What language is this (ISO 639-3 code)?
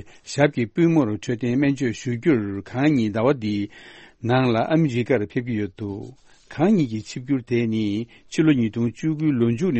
bod